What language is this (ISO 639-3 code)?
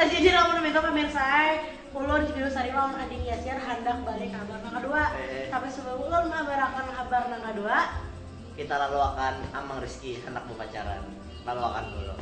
bjn